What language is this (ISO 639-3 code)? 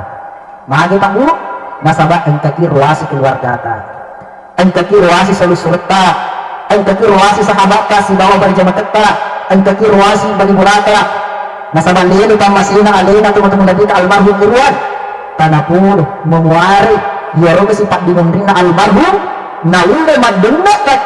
bug